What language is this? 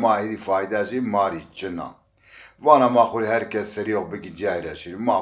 Zaza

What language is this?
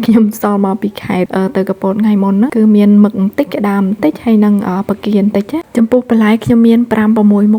Khmer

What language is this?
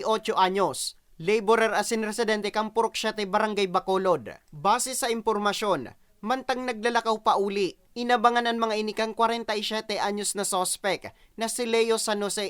Bikol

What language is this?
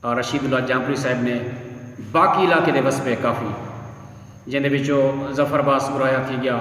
Saraiki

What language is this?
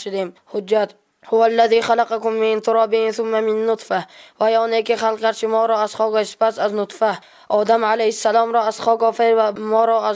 Tajik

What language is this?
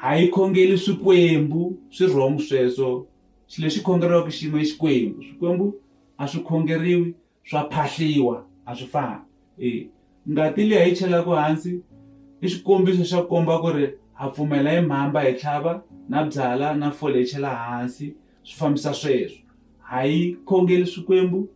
Tsonga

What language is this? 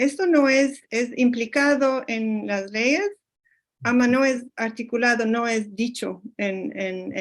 Ladino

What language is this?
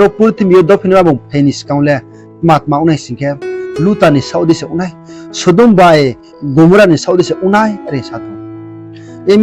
Riang (India)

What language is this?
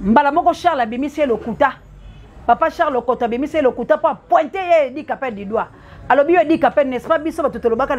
Lingala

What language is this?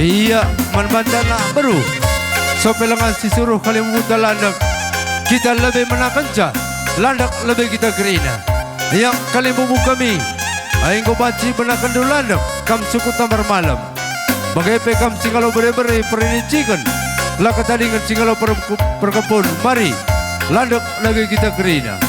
Batak Karo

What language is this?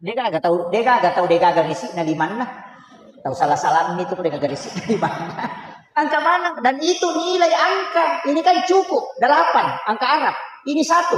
Buginese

